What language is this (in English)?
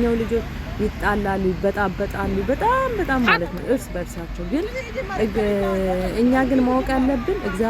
Amharic